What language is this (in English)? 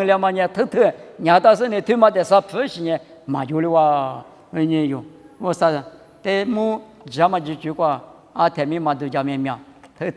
Lisu